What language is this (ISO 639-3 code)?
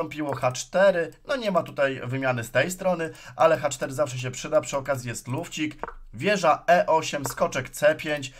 pol